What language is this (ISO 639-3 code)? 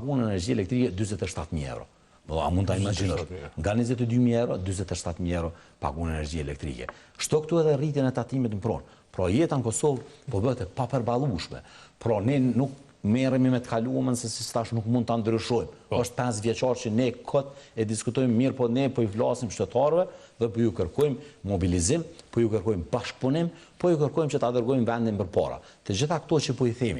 sqi